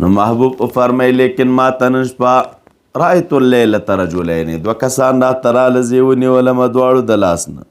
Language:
Pashto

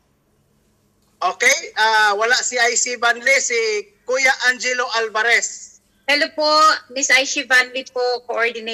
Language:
Filipino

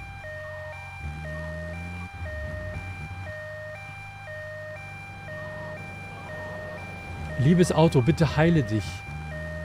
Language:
German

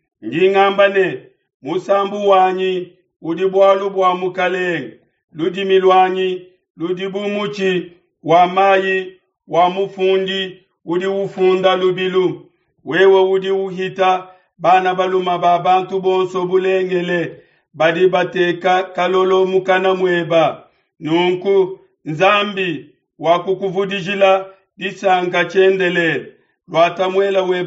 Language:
Luba-Lulua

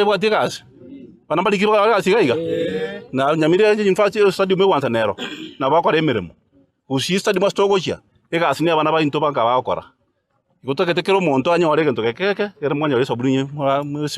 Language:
Gusii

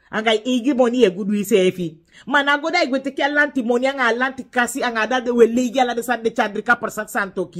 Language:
Sranan Tongo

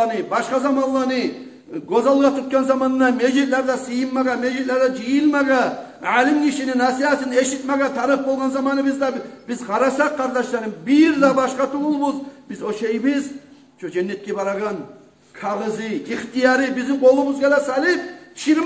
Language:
Kumyk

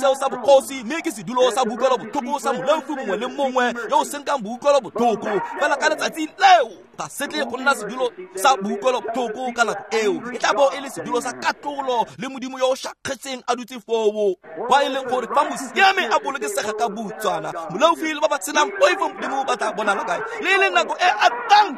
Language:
Tswana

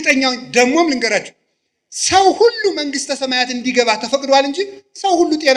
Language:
Amharic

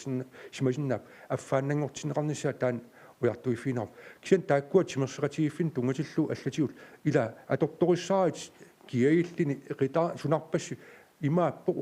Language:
Kalaallisut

